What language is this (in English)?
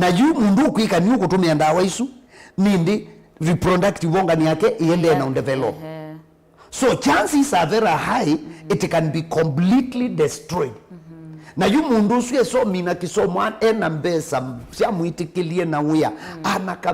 Kamba